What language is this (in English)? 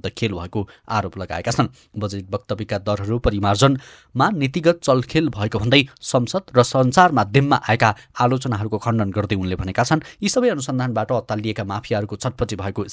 Nepali